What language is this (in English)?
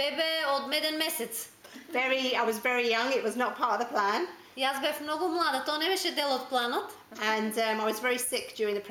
Macedonian